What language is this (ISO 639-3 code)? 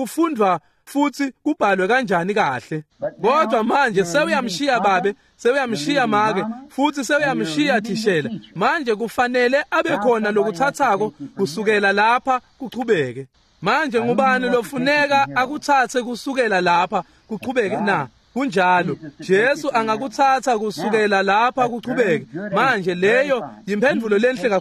ssw